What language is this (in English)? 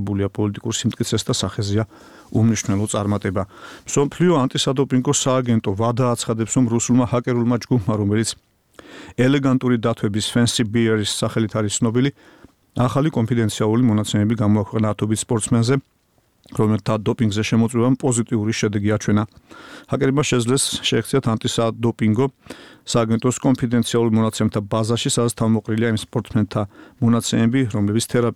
Georgian